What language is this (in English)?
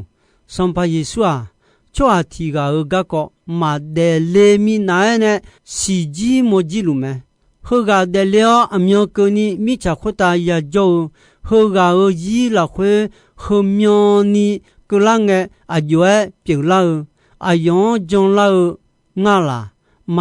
Akha